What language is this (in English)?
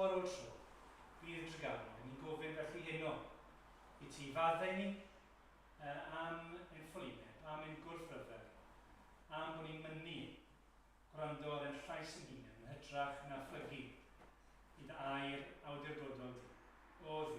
Welsh